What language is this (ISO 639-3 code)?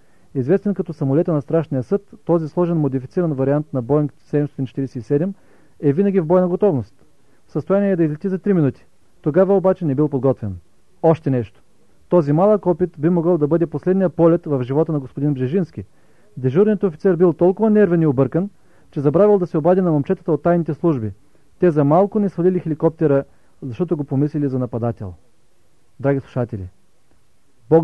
bul